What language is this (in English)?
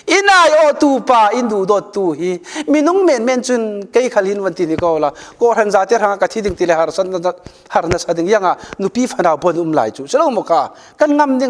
Falam Chin